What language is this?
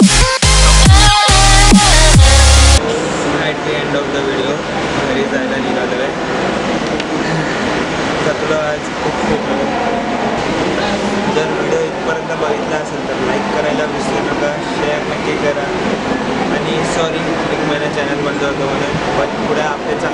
Marathi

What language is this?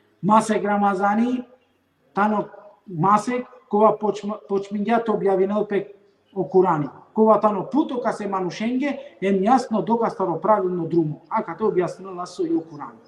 Balkan Romani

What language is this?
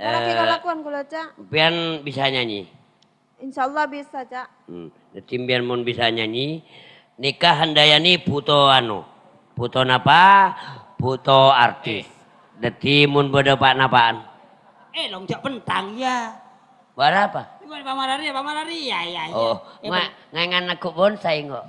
Madurese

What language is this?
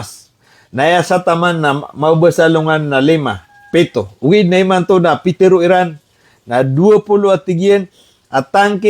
Maranao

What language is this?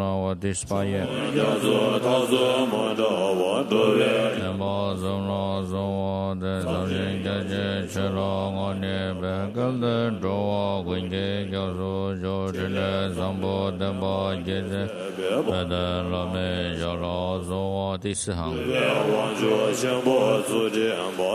Chinese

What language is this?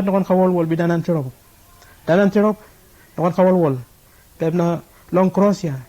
Bislama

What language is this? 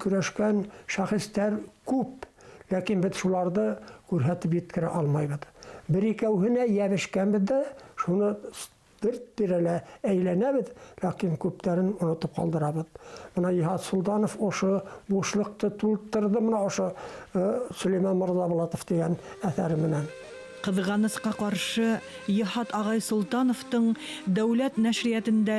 Bashkir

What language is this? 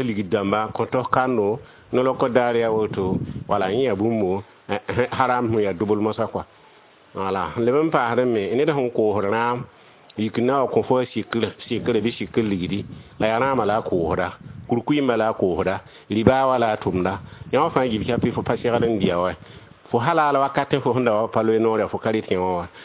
Mossi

